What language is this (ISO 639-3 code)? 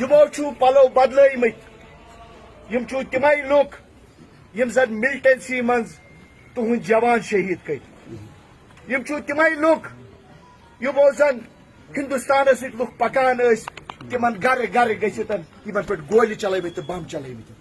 kas